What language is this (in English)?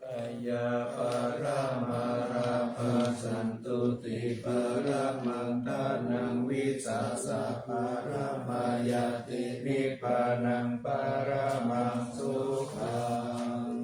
Pali